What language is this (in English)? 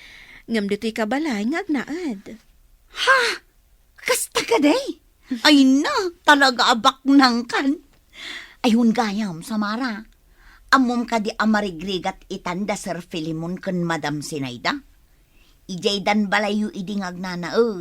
Iloko